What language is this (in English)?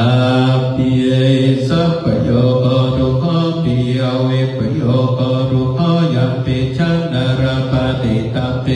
Pali